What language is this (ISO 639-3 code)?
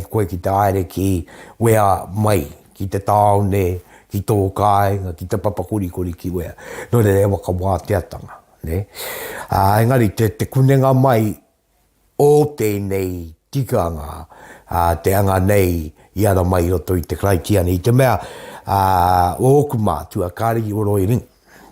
mri